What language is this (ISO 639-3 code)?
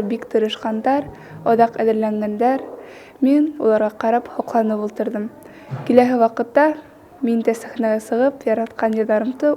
bak